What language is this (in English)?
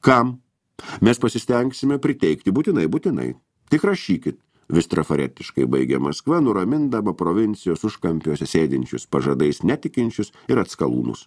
Lithuanian